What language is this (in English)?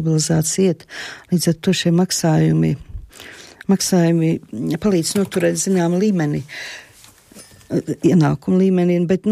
Latvian